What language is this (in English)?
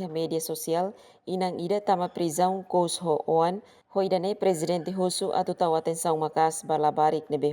Tetum